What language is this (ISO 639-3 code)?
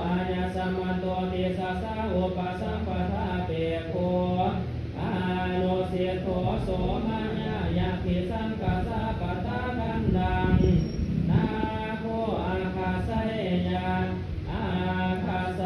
pli